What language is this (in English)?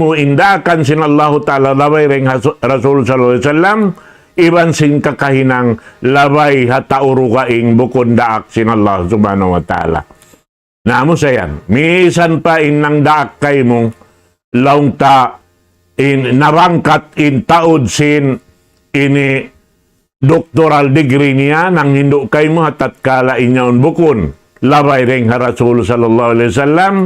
Tausug